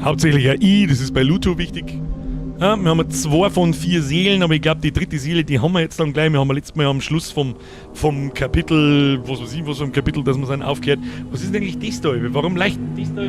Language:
Bavarian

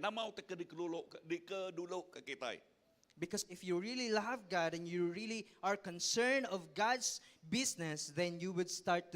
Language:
Iban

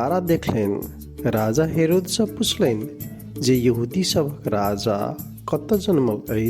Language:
Maithili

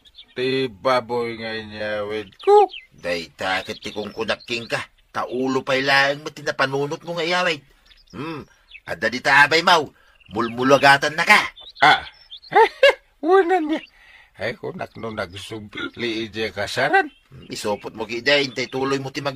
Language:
Iloko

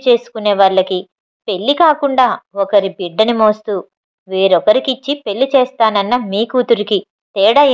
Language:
Telugu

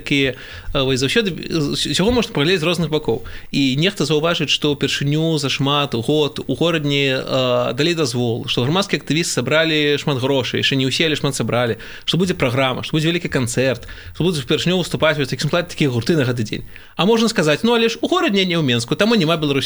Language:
Belarusian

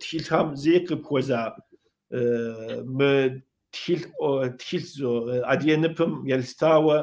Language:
Kabardian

